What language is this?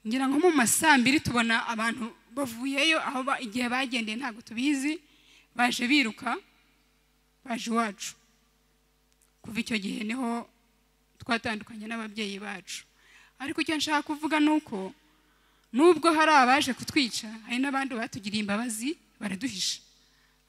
Kinyarwanda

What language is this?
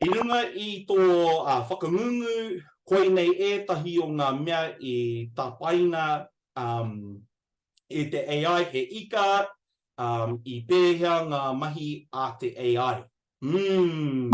Māori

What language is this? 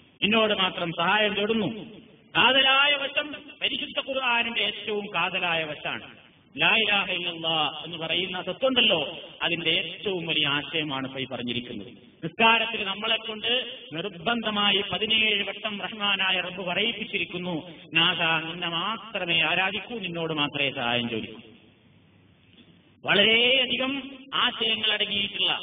Malayalam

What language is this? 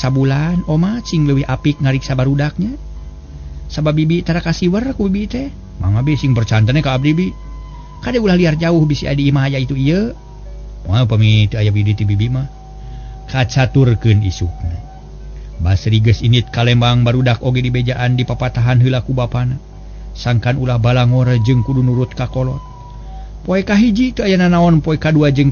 Sundanese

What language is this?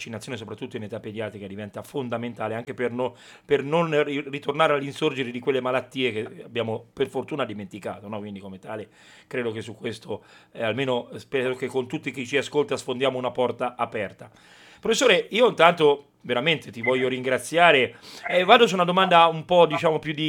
Italian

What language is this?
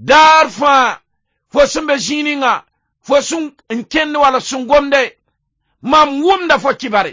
Mossi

